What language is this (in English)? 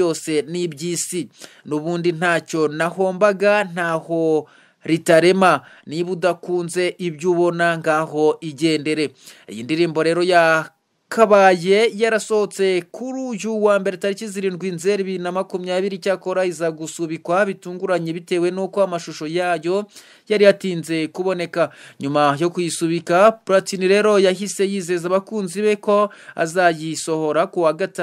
Kinyarwanda